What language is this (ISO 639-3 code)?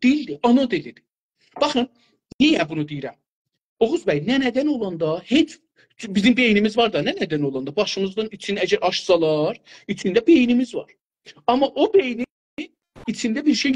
azb